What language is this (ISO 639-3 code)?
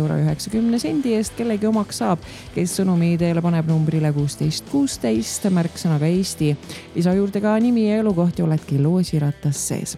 est